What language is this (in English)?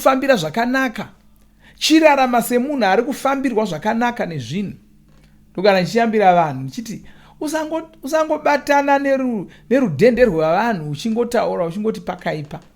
Shona